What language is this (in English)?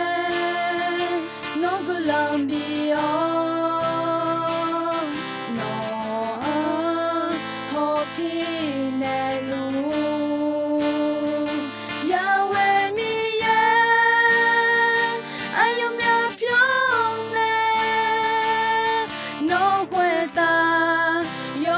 Akha